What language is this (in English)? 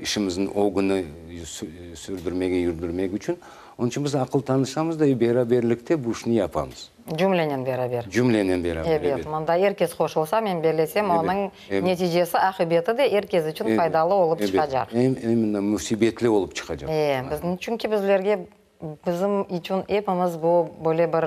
Crimean Tatar